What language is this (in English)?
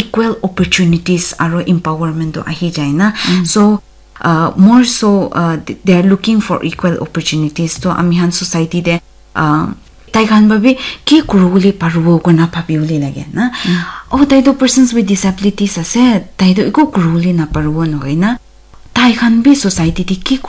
Naga Pidgin